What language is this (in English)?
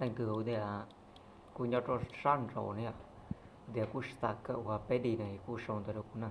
Hmong